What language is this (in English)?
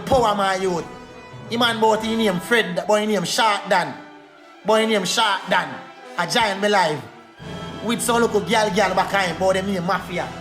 Jamaican Creole English